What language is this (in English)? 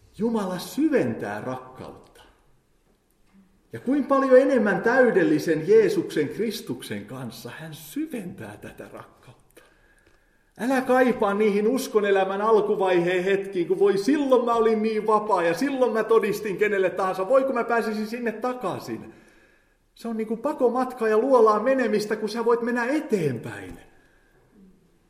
Finnish